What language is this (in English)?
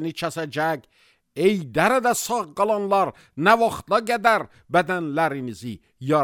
Azerbaijani